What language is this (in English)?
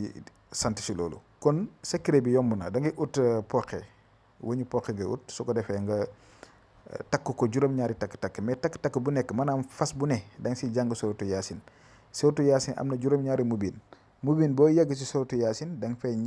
Wolof